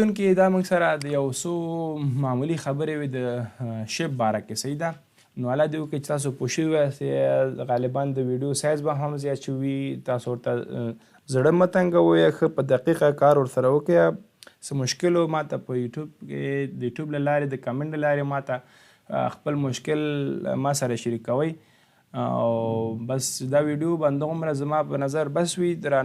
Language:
Pashto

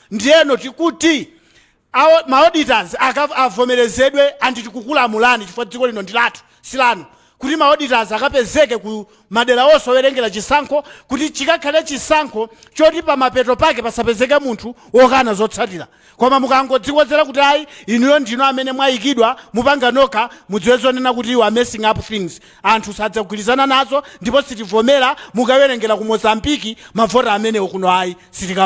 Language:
Nyanja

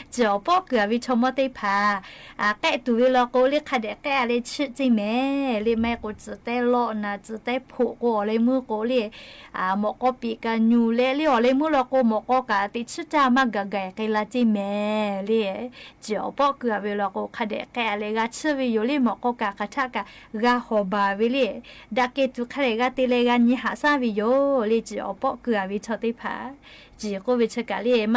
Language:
Lahu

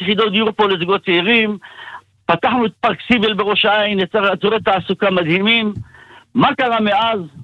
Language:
Hebrew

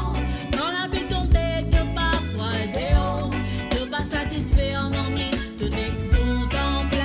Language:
Morisyen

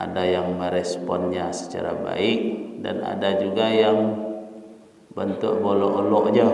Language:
Minangkabau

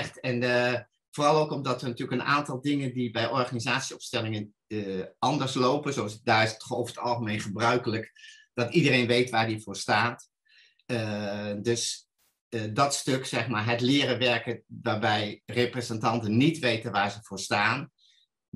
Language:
Dutch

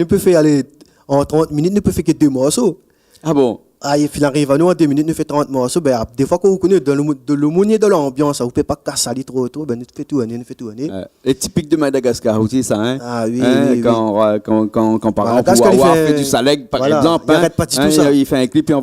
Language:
Réunion Creole French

